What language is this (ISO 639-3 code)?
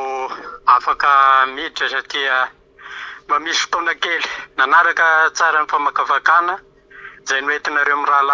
mlg